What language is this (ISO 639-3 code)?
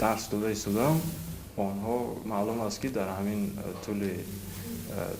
tgk